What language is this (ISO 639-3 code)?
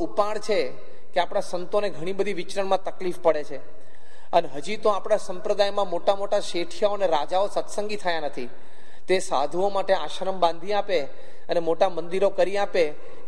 guj